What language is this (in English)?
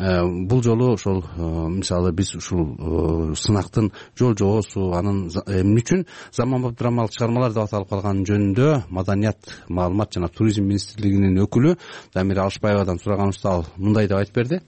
Kyrgyz